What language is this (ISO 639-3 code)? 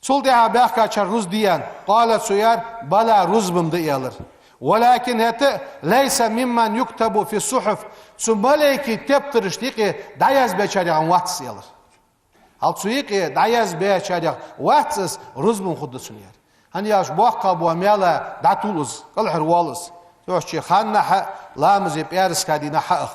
inh